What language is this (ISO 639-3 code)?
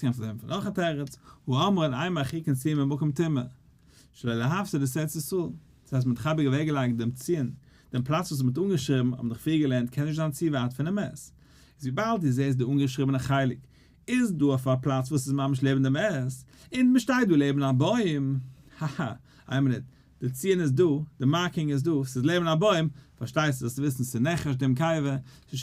yid